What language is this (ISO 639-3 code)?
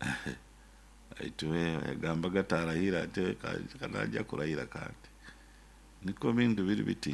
nyo